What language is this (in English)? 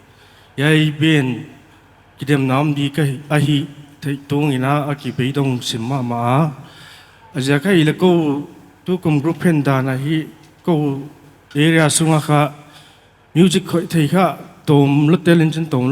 Paite Chin